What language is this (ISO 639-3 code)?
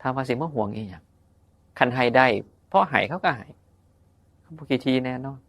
tts